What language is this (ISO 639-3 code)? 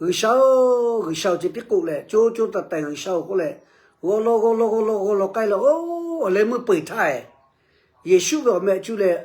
lhu